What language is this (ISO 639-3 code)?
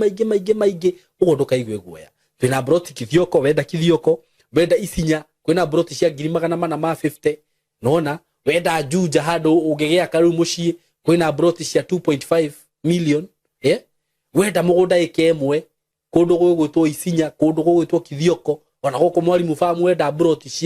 kik